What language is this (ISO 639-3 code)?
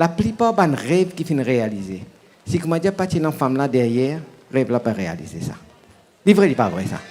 mfe